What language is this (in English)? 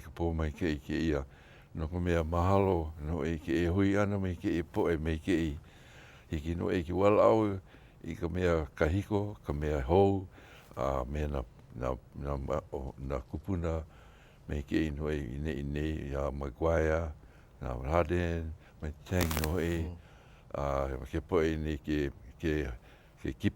Hawaiian